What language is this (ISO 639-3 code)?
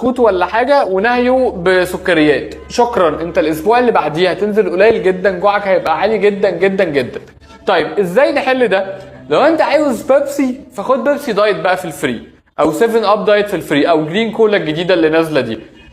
arz